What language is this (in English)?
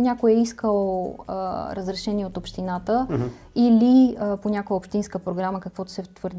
Bulgarian